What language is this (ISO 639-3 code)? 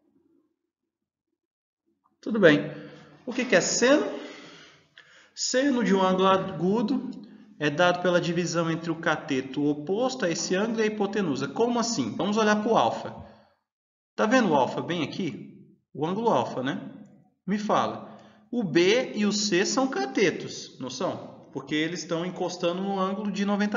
por